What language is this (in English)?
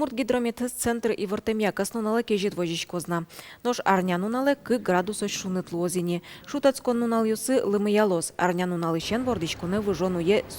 Udmurt